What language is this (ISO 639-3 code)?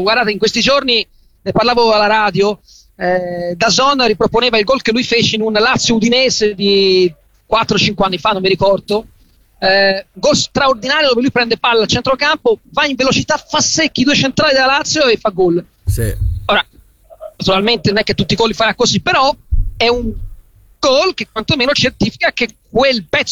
ita